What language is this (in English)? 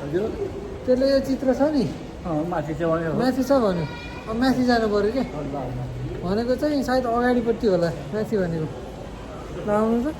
Nepali